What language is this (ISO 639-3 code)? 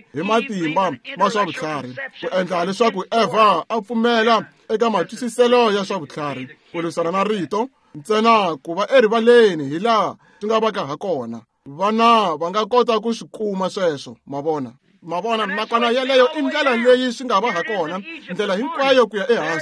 tso